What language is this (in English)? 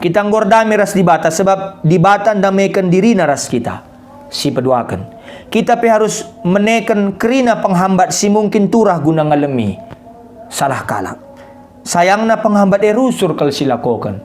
Batak Karo